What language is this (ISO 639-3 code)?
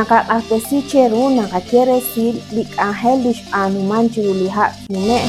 kek